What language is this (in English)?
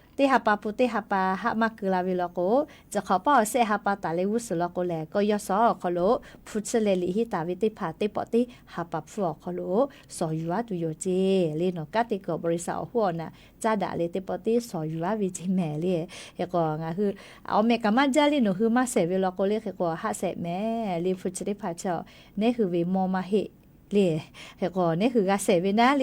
Lahu